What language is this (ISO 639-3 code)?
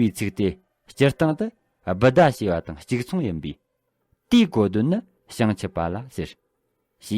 bod